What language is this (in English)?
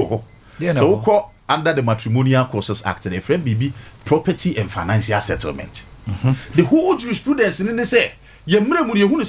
Akan